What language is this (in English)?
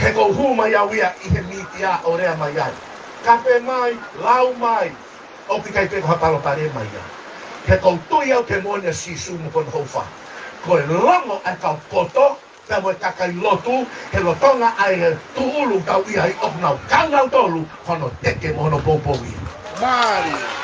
Tongan